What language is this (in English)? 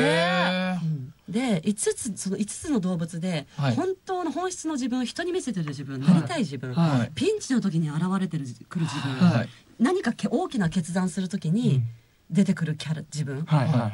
Japanese